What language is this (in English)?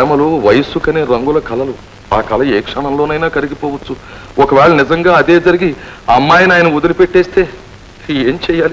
Telugu